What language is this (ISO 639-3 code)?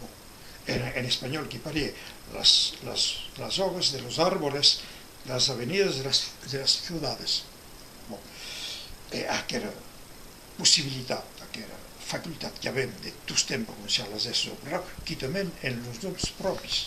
oci